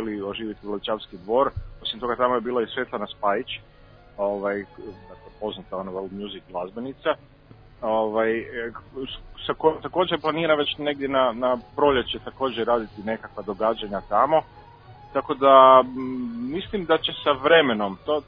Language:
Serbian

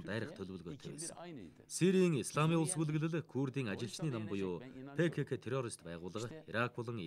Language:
Mongolian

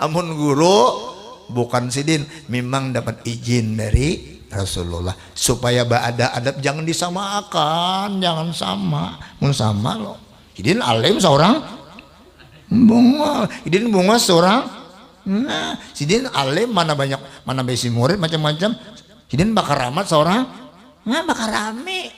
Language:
Banjar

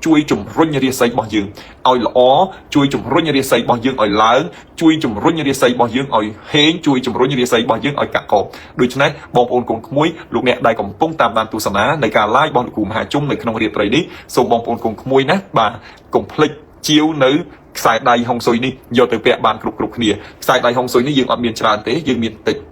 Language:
Khmer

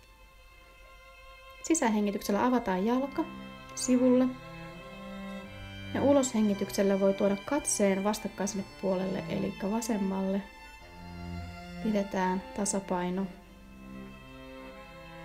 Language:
Finnish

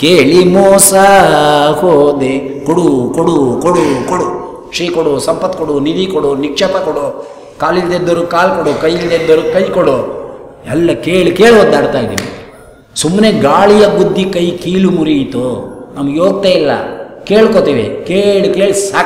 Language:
Kannada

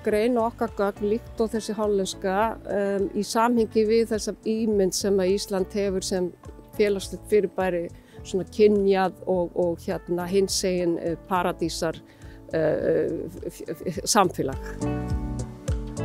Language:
Icelandic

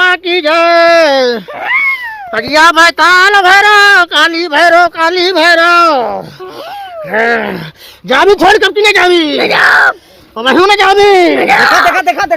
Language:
Awadhi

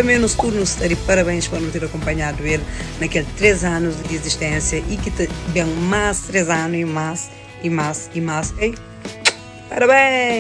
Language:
Kabuverdianu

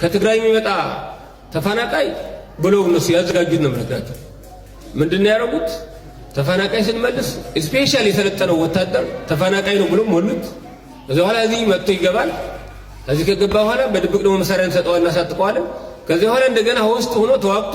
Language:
Amharic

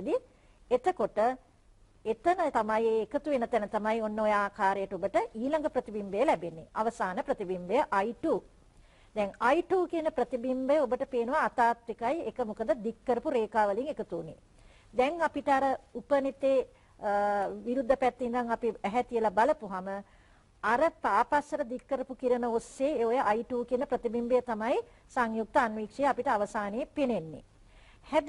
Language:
Sinhala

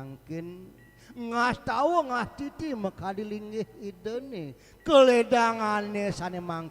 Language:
Balinese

